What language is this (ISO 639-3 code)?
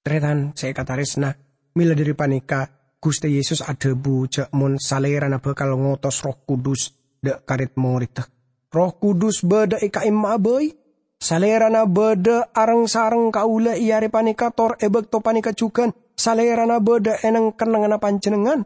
mad